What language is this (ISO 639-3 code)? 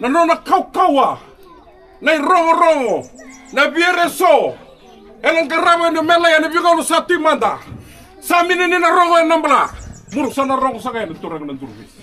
fij